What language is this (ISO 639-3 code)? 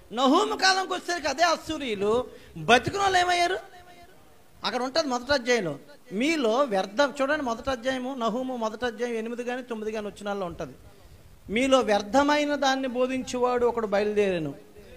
tel